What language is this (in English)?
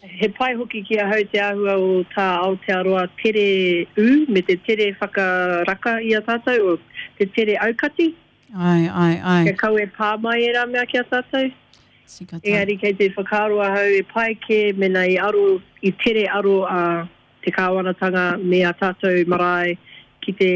Māori